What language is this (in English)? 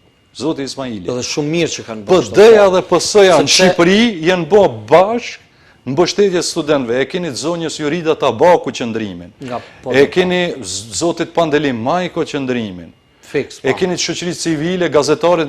Albanian